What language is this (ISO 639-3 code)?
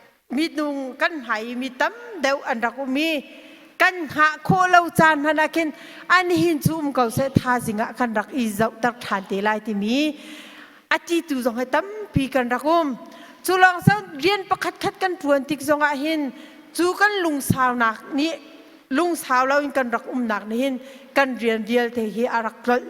cnh